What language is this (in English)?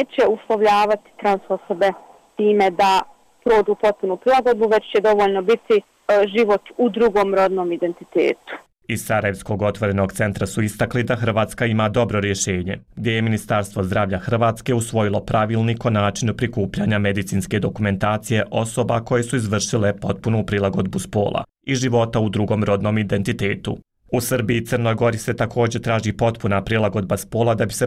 Bosnian